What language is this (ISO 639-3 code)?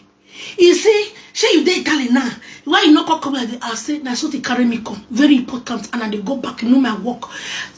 pcm